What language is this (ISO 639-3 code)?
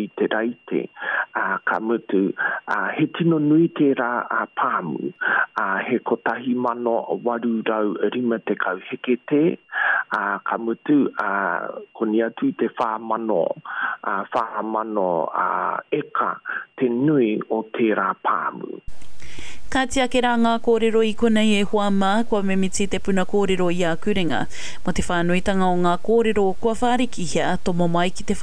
mri